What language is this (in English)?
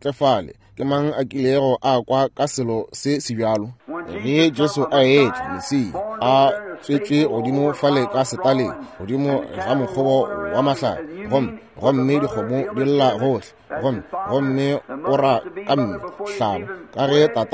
Northern Sotho